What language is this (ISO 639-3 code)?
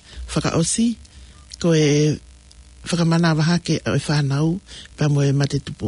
ton